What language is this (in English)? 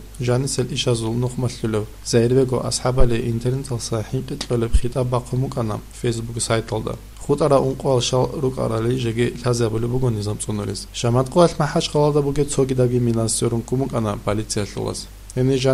Avaric